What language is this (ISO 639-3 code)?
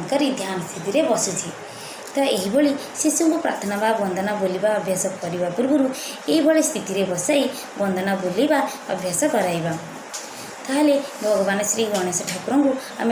ori